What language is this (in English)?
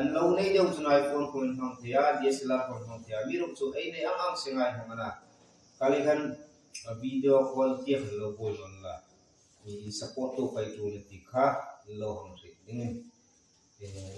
Hmar